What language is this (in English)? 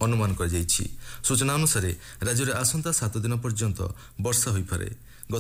Odia